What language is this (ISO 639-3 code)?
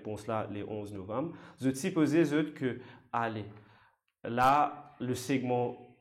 mfe